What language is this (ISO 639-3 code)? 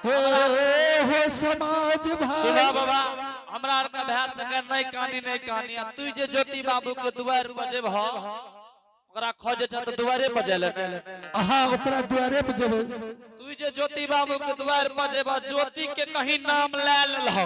anp